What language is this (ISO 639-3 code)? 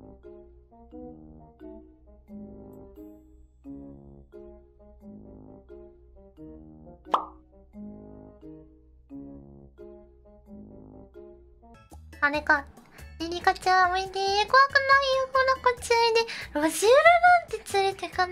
jpn